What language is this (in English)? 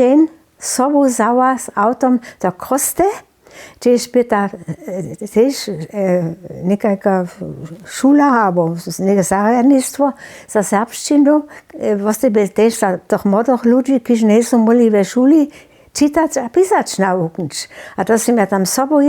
Upper Sorbian